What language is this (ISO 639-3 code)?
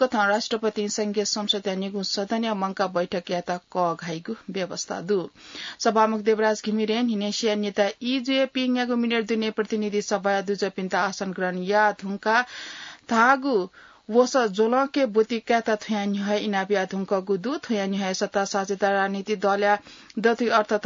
new